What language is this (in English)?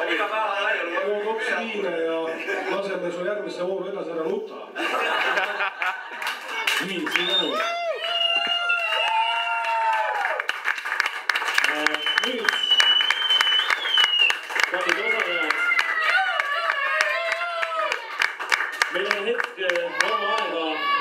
Estonian